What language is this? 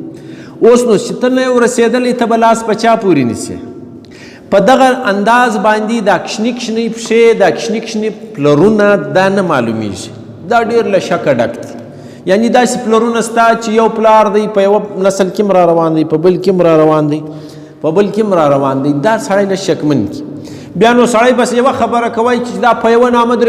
Pashto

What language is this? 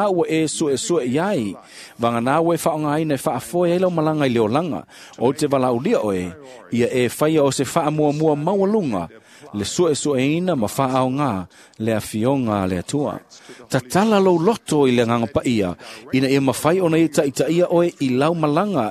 Samoan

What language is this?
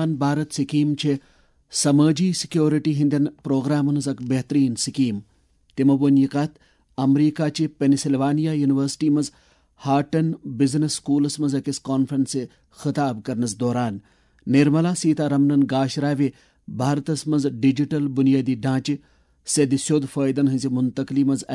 Kashmiri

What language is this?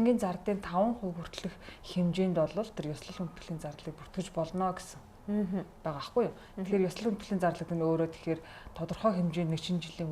Mongolian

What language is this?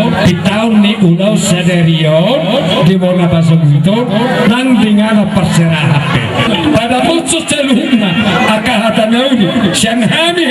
Batak Toba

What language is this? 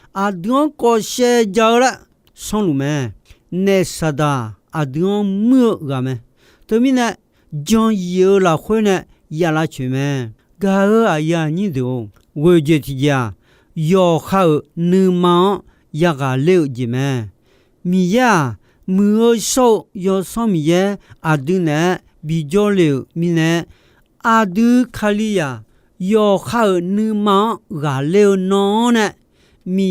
Akha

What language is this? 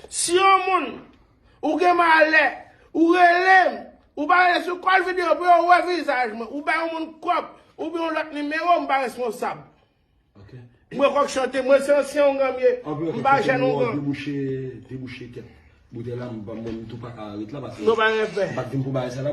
Haitian Creole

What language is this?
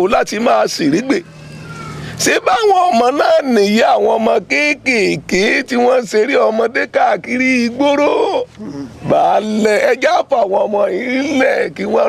Yoruba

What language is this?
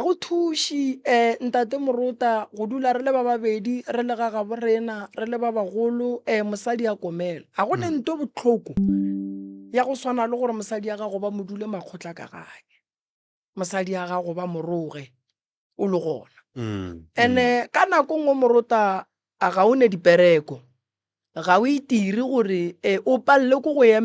Northern Sotho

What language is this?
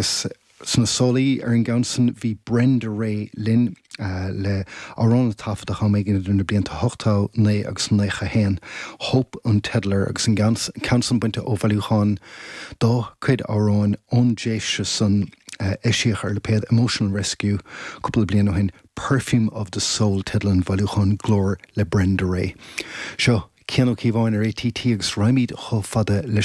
Irish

